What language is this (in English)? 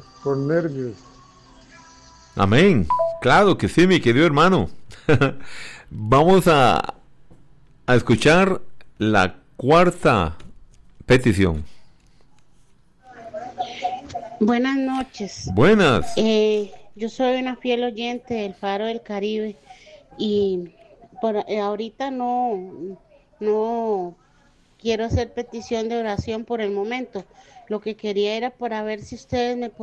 Spanish